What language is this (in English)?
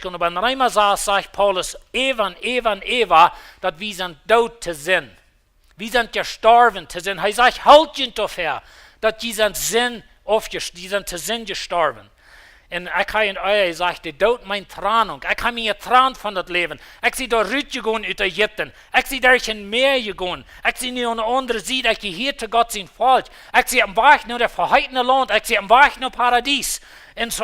Plautdietsch